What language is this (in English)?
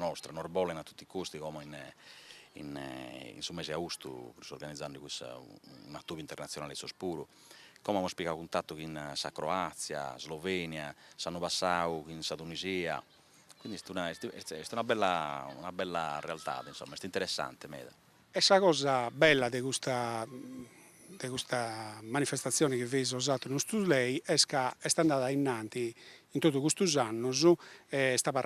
Sardinian